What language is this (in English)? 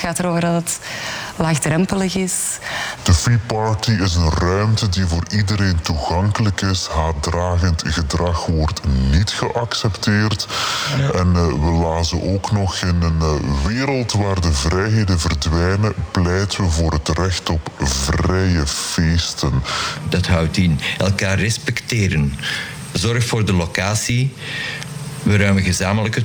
Dutch